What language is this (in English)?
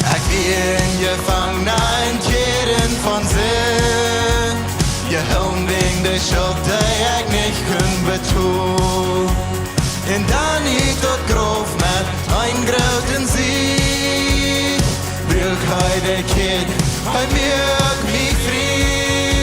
Plautdietsch